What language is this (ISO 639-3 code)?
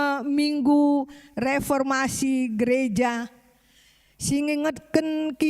btx